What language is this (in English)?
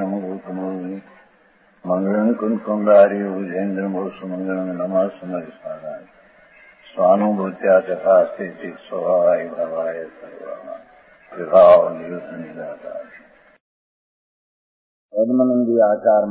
Gujarati